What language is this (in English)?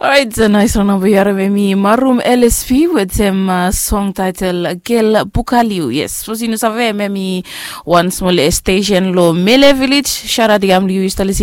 Bislama